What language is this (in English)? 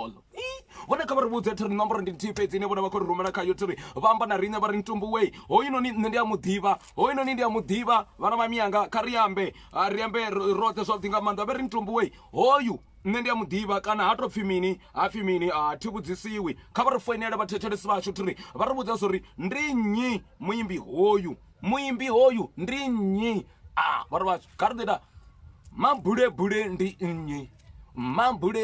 Venda